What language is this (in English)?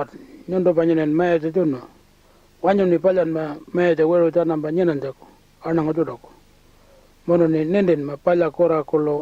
Pitjantjatjara